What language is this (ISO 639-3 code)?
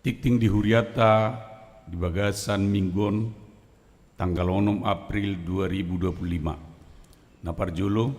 bbc